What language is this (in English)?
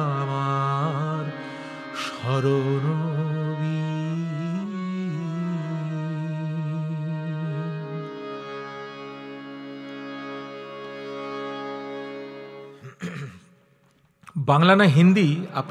Bangla